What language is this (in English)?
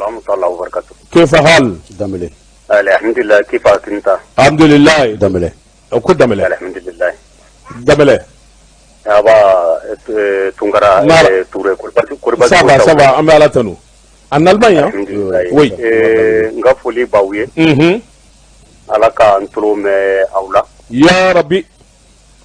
Bambara